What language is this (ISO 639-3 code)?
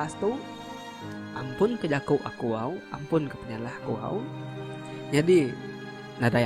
iba